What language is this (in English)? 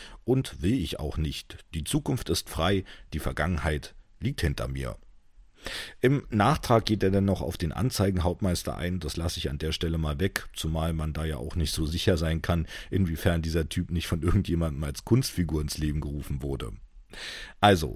German